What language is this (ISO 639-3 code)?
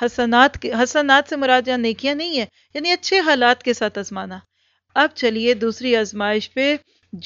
urd